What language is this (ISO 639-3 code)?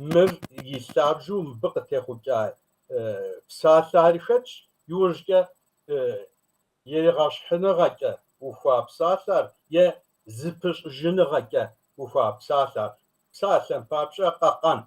kbd